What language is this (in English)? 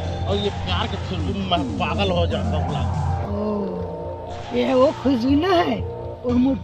Chhattisgarhi